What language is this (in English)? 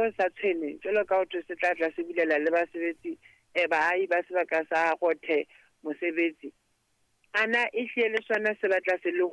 Southern Sotho